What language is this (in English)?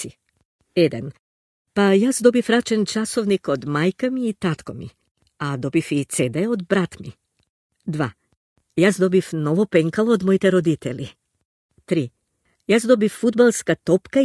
Macedonian